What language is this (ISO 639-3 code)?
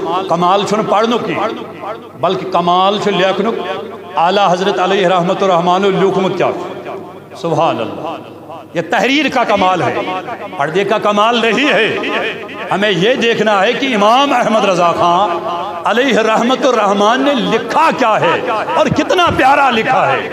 kas